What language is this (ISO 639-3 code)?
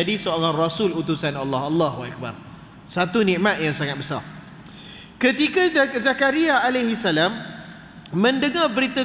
msa